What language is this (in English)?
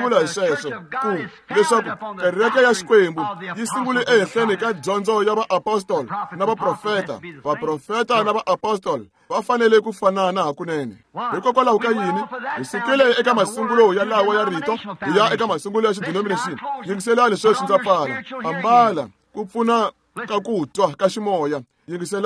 Tsonga